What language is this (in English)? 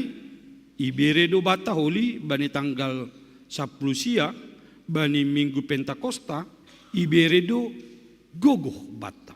Batak Simalungun